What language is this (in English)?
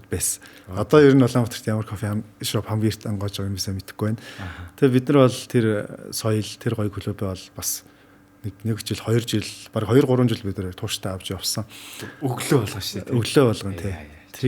Mongolian